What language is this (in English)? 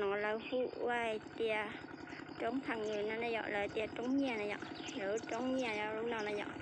Hmong